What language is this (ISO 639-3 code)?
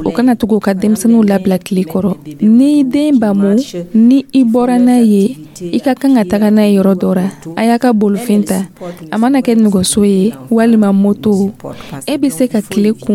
dyu